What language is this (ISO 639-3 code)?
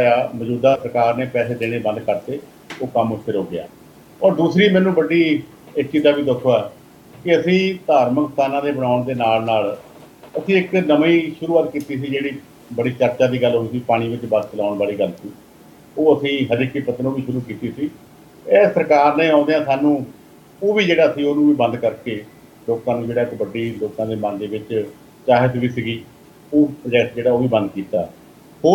pan